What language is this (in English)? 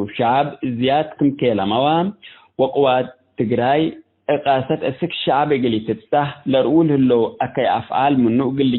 Tigre